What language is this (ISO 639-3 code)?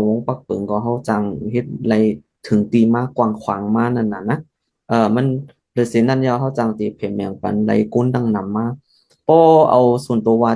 shn